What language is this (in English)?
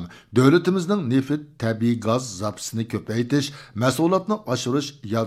Uyghur